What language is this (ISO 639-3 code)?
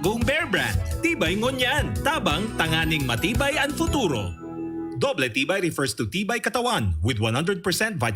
bik